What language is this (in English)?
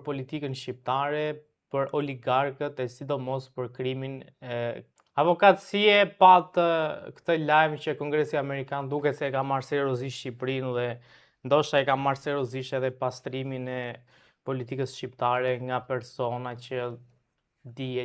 Albanian